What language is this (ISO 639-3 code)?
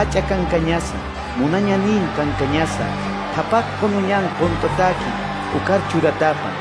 aym